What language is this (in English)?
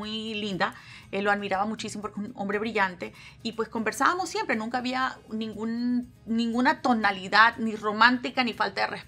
Spanish